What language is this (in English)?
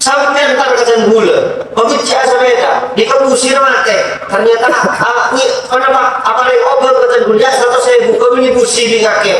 Madurese